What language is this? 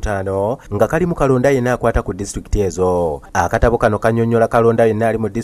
Ganda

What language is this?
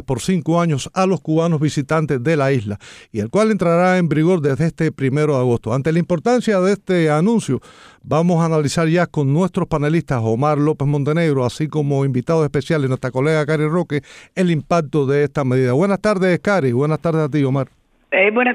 Spanish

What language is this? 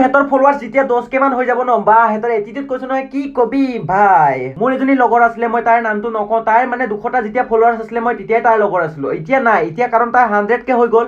Assamese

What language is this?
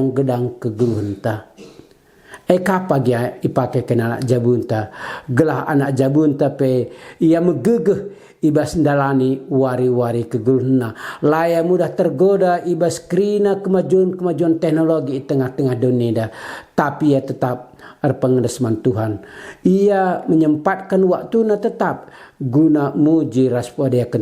Batak Karo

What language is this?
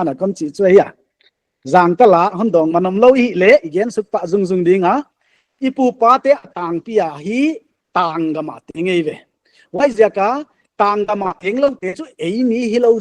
Paite Chin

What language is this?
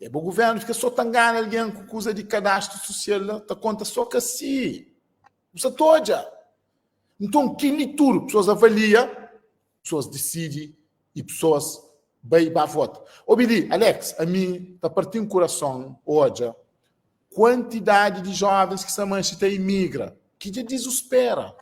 Kabuverdianu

